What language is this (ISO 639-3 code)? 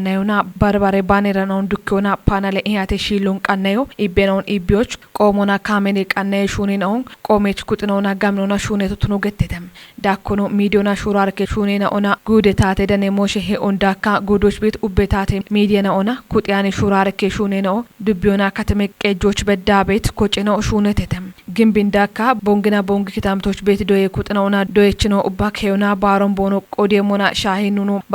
kbr